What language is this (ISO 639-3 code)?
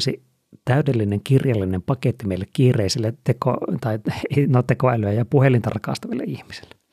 fin